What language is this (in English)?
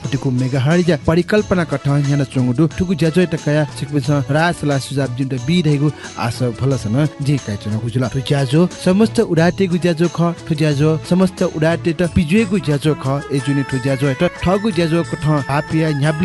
Newari